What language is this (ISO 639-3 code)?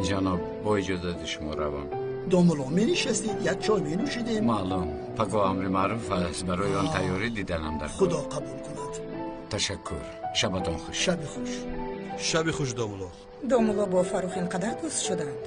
tgk